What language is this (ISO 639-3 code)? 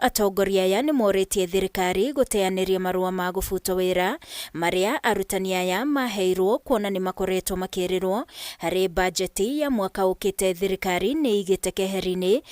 kik